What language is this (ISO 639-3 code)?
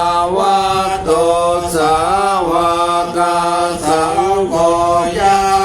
pli